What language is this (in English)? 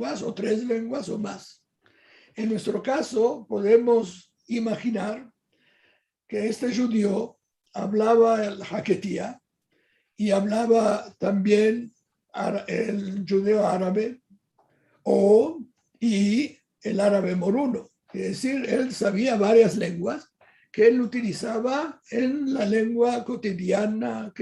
Ladino